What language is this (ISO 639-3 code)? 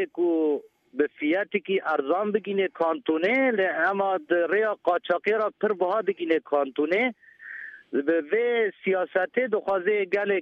kur